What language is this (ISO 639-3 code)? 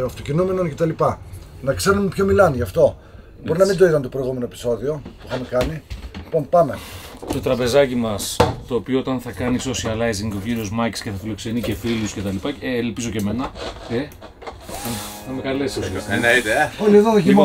ell